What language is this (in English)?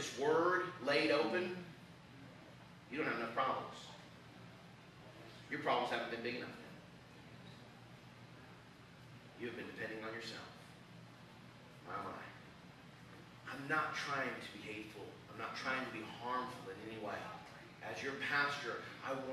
English